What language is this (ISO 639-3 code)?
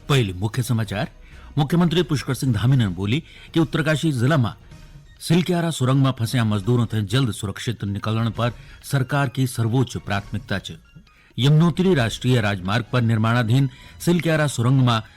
gbm